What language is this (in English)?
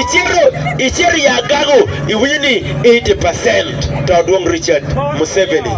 Acoli